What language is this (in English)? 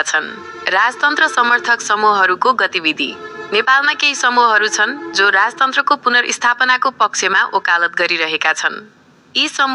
Nepali